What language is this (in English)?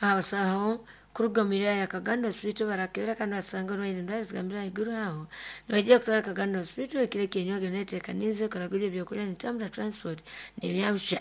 Nyoro